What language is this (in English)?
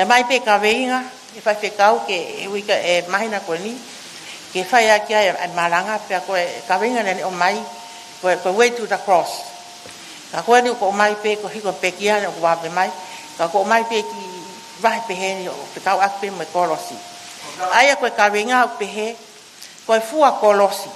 Tongan